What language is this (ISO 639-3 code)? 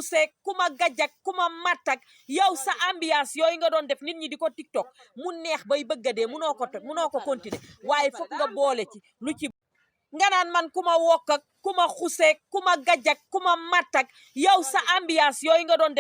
wol